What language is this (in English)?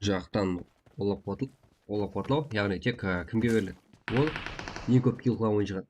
Kara-Kalpak